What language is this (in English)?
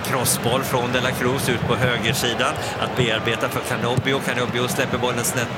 Swedish